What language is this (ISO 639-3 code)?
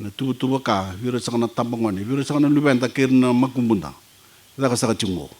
fij